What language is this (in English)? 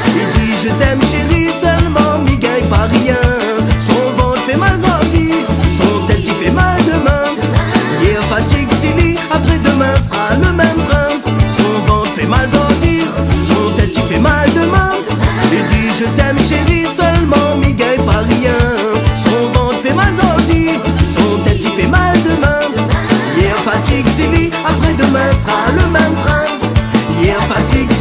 Réunion Creole French